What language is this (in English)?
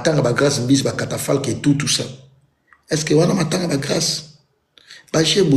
Lingala